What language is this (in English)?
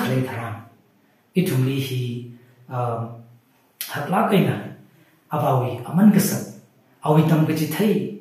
Tangkhul Naga (India)